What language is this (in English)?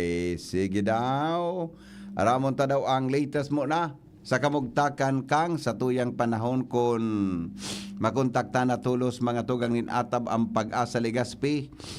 Bikol